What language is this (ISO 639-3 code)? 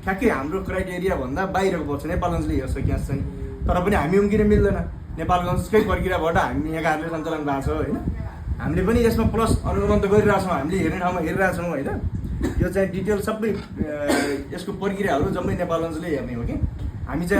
nep